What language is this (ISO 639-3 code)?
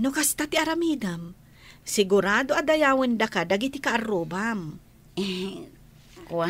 ilo